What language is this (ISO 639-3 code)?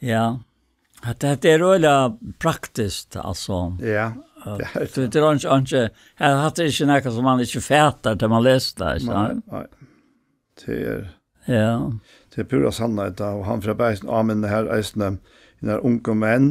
fao